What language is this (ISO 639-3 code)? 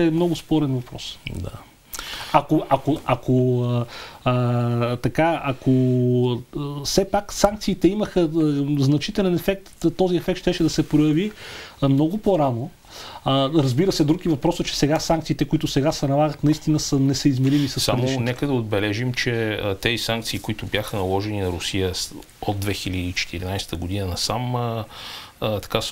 bul